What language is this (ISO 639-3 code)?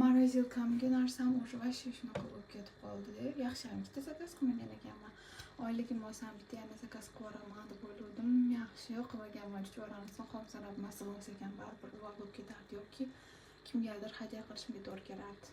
uzb